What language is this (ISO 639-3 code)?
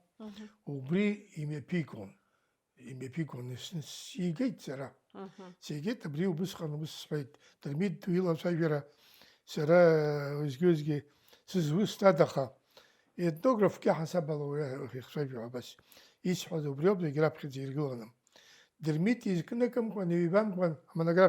abk